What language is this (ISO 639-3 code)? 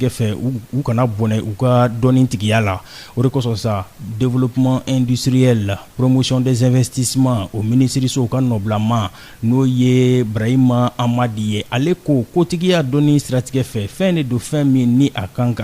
bam